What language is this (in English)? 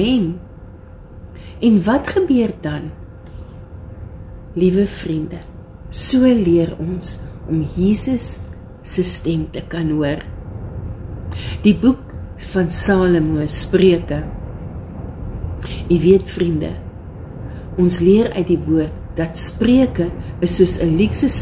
Afrikaans